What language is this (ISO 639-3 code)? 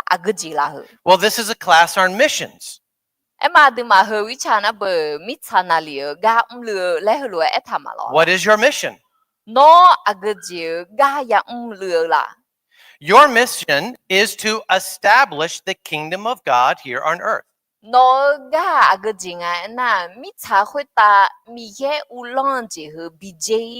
ahk